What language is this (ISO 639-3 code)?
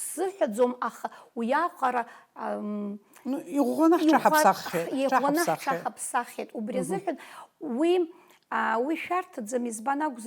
abk